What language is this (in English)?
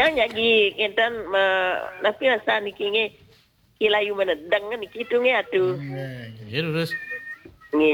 Balinese